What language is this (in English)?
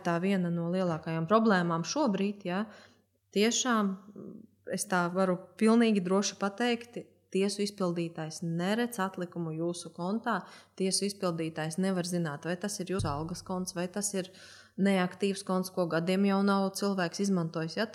Latvian